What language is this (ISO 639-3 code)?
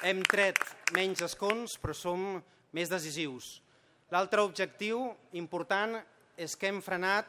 cat